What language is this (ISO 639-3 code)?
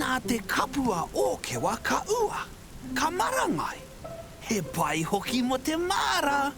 mri